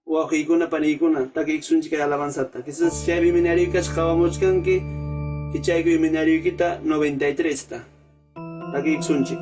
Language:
Ayacucho Quechua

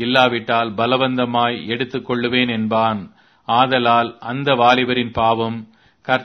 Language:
Tamil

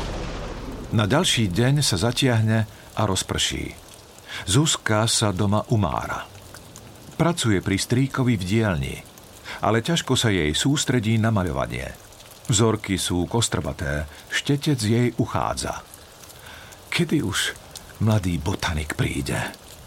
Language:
Slovak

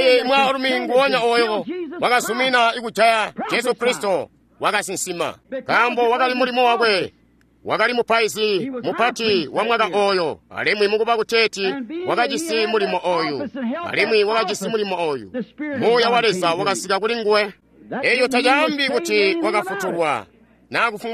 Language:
Tonga (Zambia)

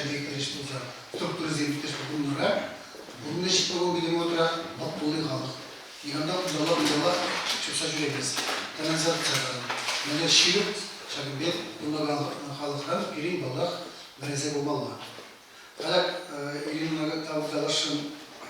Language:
Chuvash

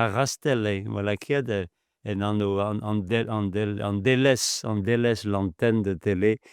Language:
Breton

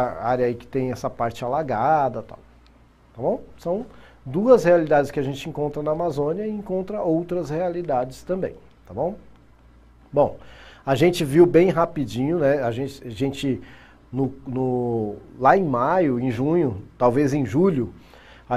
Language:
Portuguese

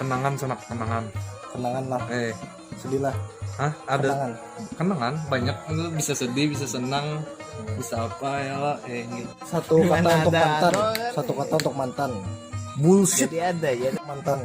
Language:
Banjar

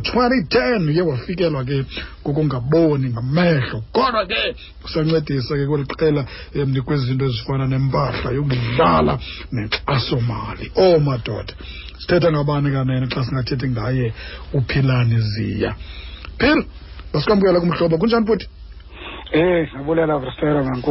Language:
Xhosa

